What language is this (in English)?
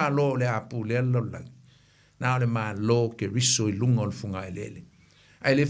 Samoan